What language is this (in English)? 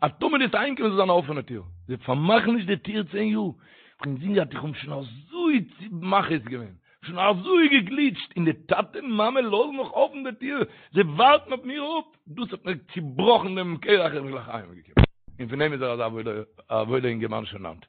Yiddish